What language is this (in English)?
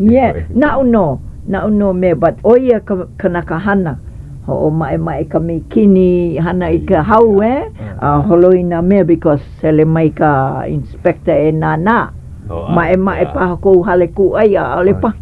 Hawaiian